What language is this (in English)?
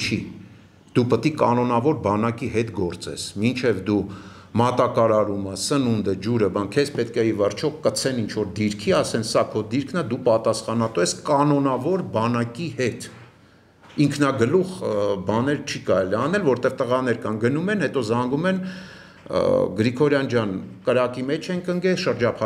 Armenian